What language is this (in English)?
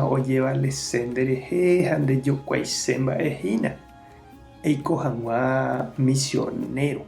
Guarani